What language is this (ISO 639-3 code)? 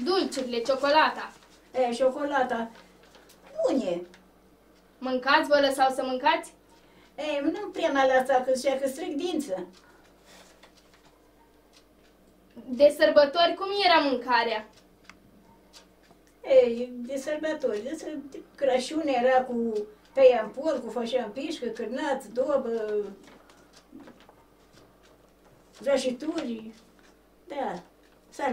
ron